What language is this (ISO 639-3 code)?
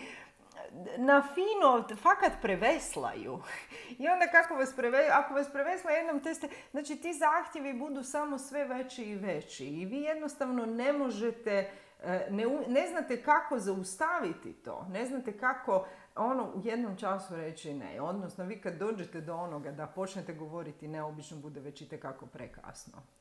hrv